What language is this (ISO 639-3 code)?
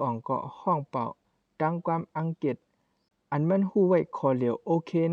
shn